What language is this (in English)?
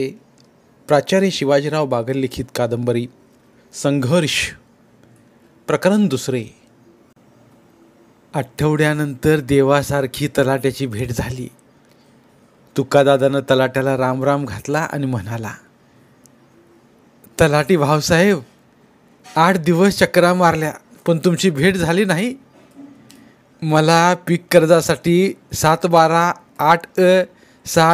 Marathi